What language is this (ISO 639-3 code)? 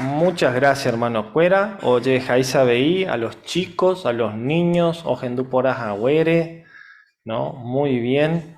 grn